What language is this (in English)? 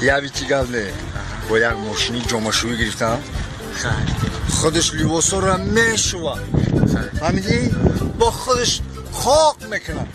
Tajik